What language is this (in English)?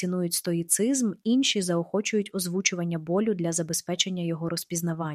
Ukrainian